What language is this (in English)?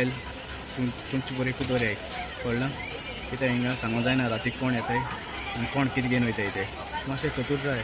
Konkani